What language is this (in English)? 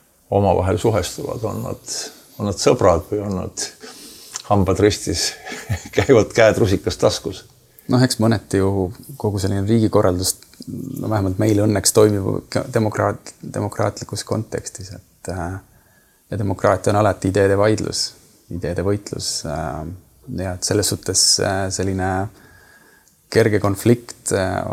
Estonian